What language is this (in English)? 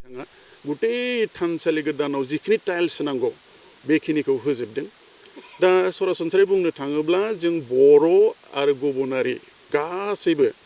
Bodo